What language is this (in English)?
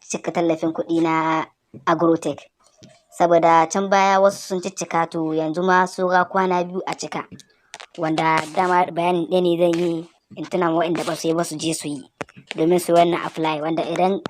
Hausa